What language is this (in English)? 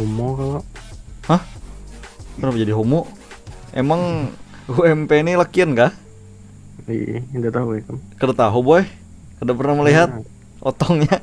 Banjar